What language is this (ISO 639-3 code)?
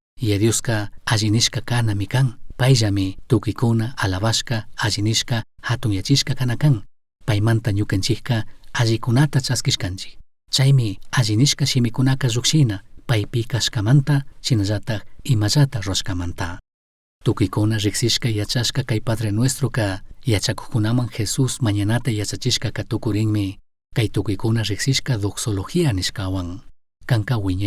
qug